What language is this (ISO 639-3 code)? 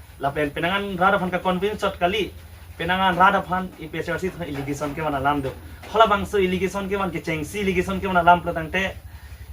mjw